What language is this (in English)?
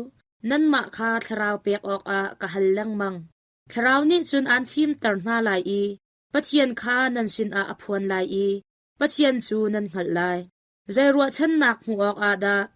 Hakha Chin